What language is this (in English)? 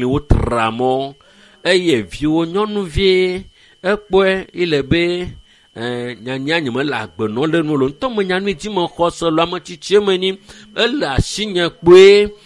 Ewe